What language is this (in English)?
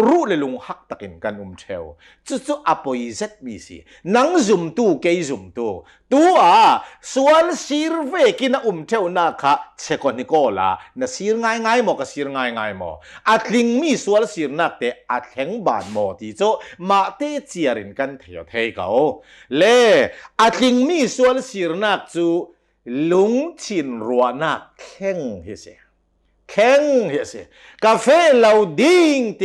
Hakha Chin